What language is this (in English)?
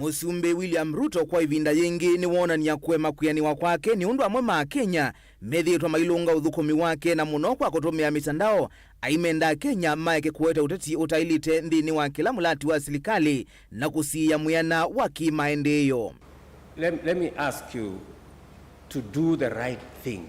Kamba